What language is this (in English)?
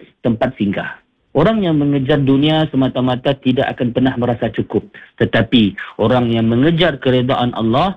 Malay